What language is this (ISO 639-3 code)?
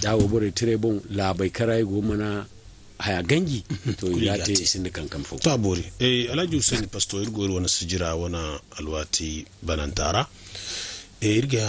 dje